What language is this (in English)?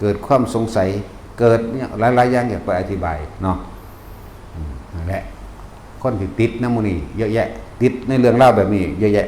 Northeastern Thai